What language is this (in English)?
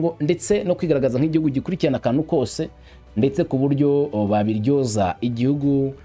Kinyarwanda